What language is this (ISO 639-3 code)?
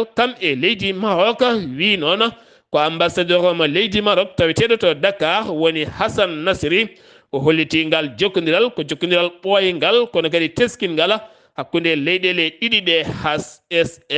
ful